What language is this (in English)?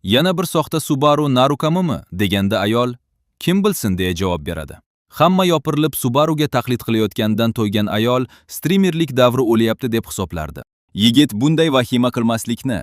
Uzbek